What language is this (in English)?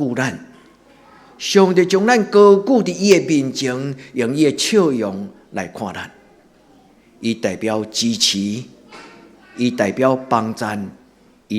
Min Nan Chinese